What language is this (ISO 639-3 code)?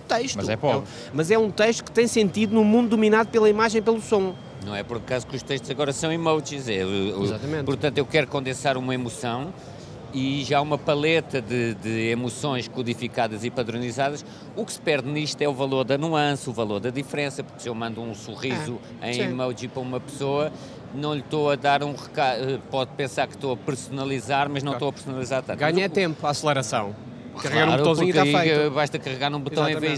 por